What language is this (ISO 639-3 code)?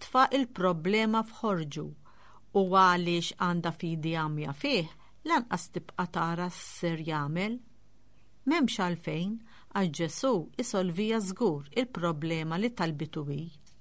mlt